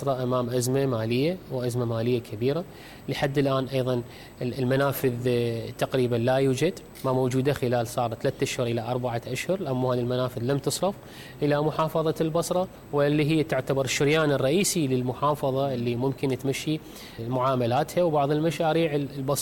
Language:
Mesopotamian Arabic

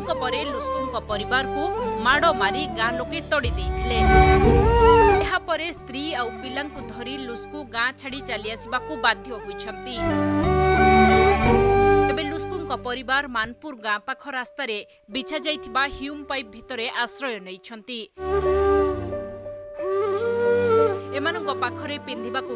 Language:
Odia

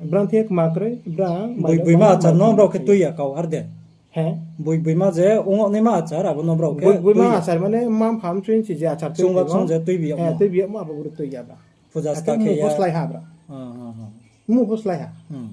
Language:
Riang (India)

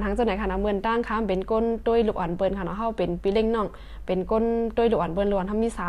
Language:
Shan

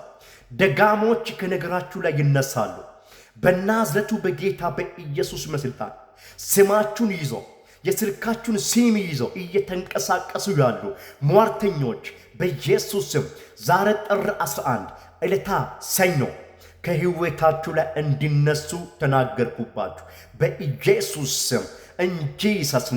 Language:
Amharic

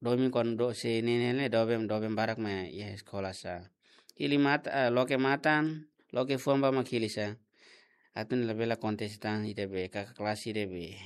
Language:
Tetum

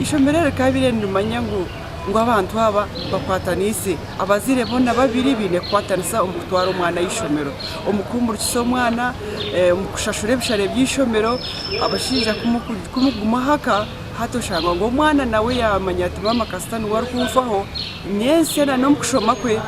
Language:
Nyankole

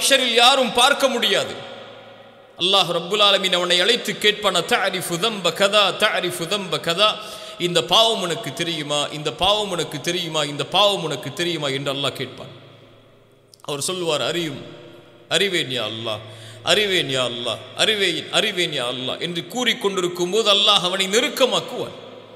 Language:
Tamil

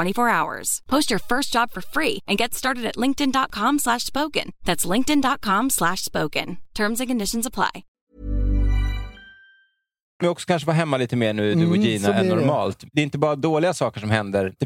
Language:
Swedish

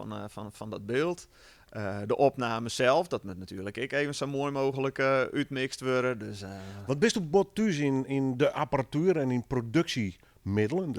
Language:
Western Frisian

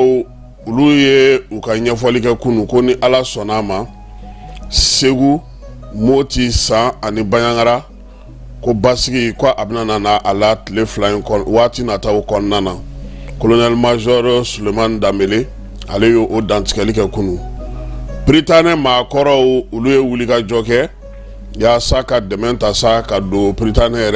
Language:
Bambara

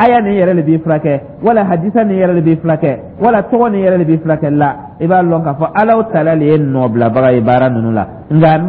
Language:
Dyula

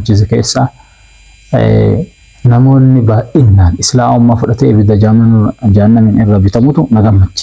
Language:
Oromo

